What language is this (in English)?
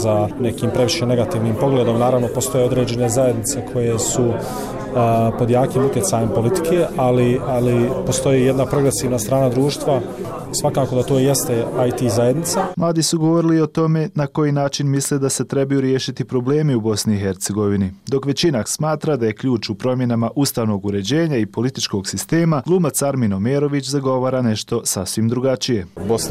Bosnian